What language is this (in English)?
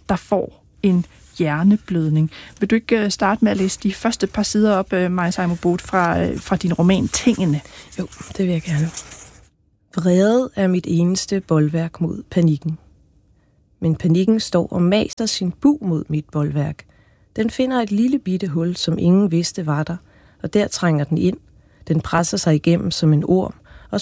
Danish